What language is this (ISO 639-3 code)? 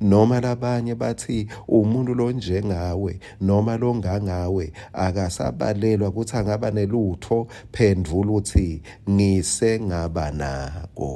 ssw